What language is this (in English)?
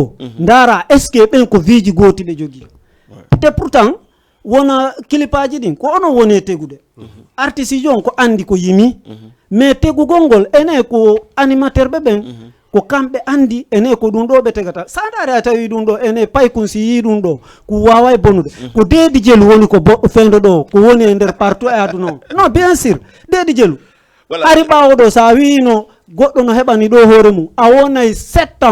Fula